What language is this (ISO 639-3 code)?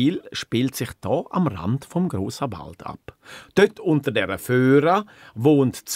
gsw